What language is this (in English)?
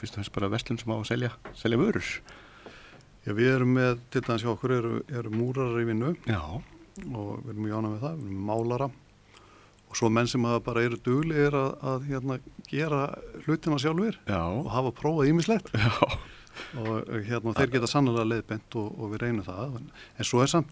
Icelandic